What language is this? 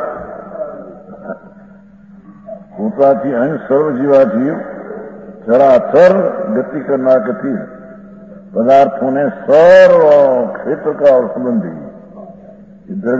Gujarati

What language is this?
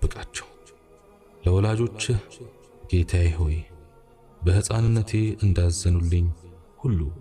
Amharic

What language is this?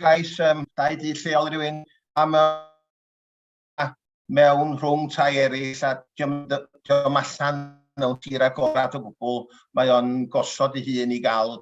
Welsh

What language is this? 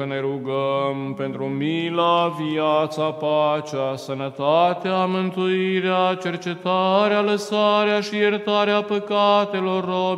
Romanian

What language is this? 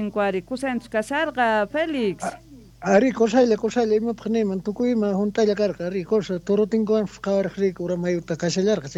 South Bolivian Quechua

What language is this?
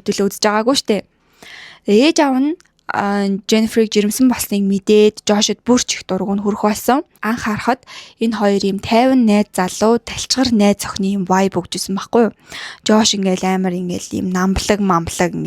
Mongolian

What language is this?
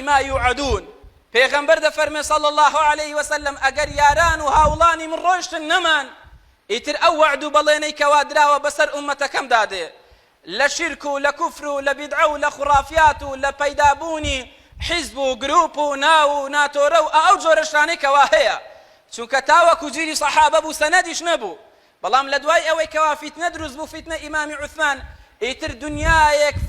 Central Kurdish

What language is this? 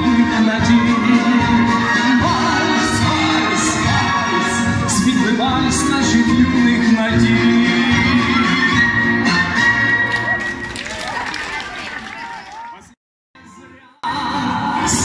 Ukrainian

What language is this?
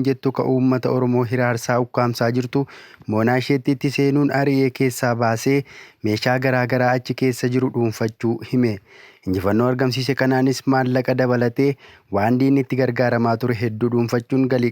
Oromo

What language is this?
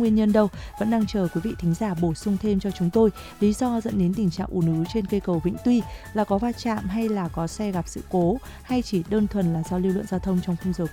Vietnamese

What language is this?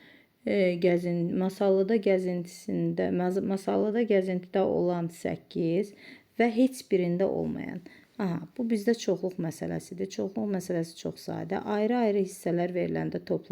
Azerbaijani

